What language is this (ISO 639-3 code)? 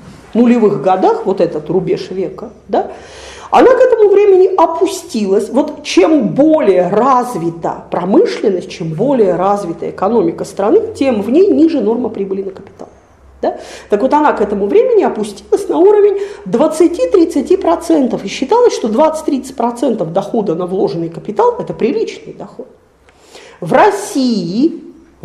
rus